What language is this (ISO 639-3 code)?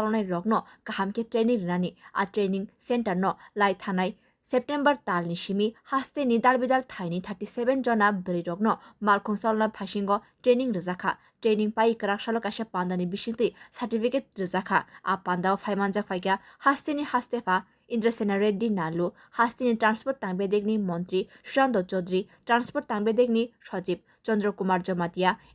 trp